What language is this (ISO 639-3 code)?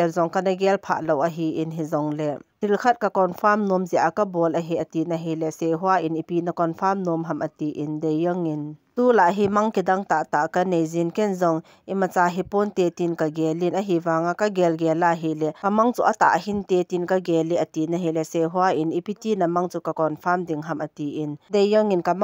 tcz